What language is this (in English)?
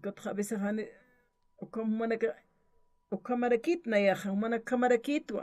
Aymara